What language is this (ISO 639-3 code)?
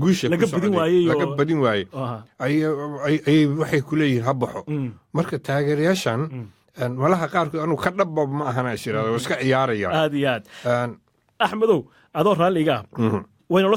som